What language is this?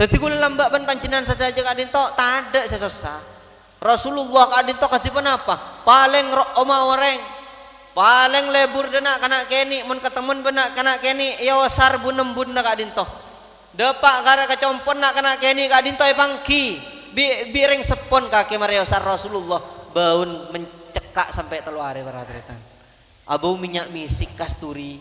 Madurese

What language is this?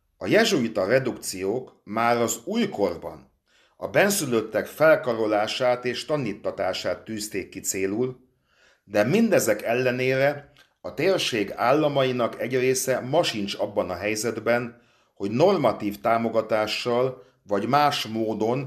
Hungarian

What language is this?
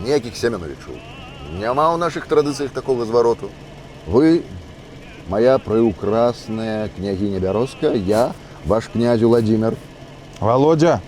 Belarusian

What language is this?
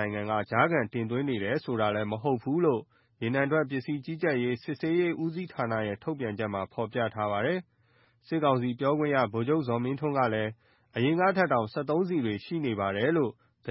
Burmese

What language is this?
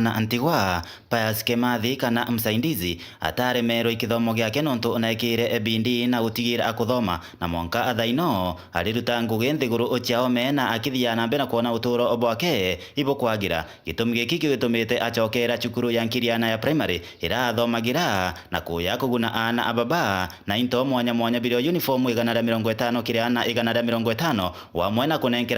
Meru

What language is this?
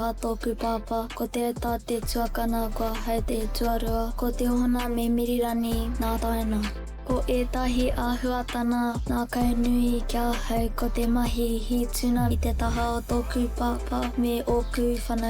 Māori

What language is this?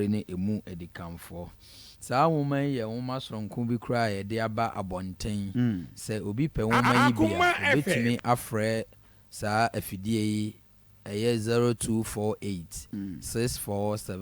Akan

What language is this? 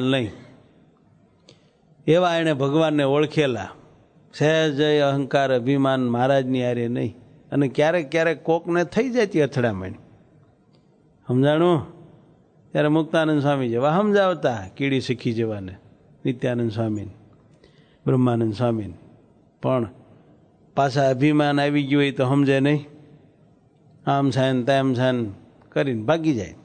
Gujarati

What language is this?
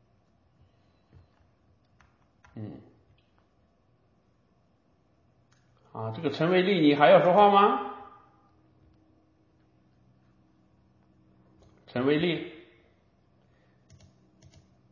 Chinese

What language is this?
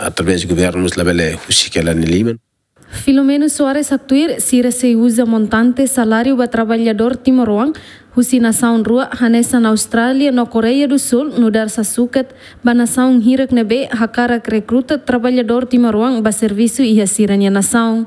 Tetum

